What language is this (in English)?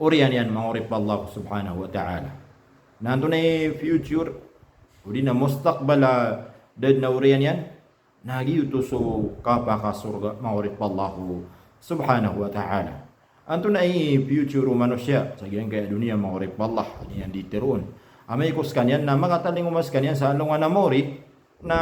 Maranao